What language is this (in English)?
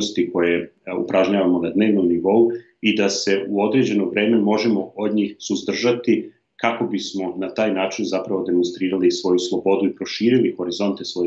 Serbian